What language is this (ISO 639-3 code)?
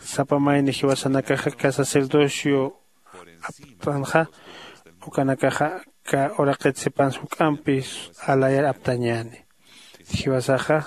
aym